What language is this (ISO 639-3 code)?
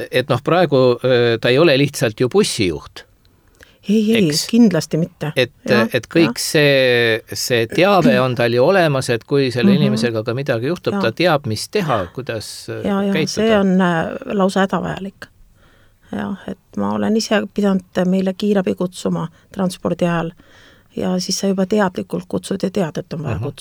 est